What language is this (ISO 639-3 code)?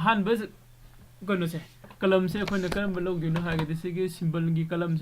mni